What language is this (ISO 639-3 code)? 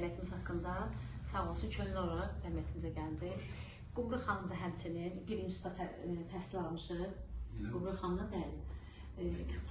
aze